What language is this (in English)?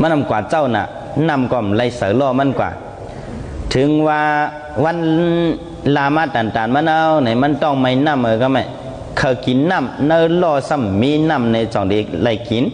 Shan